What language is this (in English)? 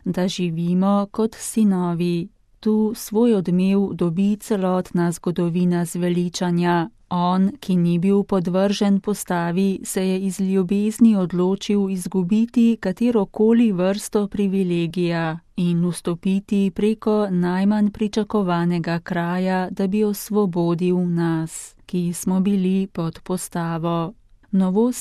Slovenian